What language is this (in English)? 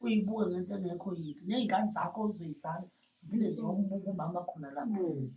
Zulu